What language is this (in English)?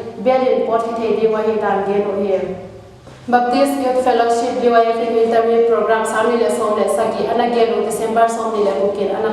Paite Chin